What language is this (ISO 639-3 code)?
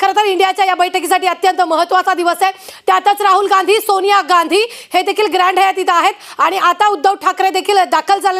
mar